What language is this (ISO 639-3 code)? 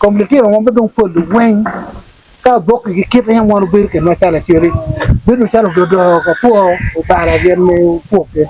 ach